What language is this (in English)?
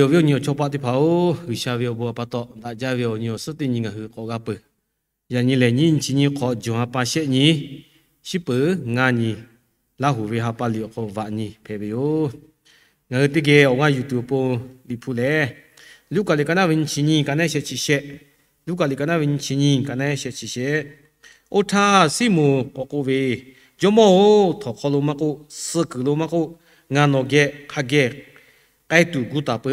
Lahu